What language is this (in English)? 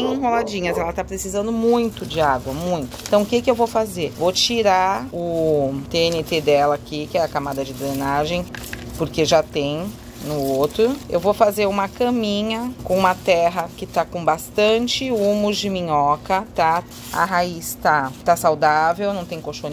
Portuguese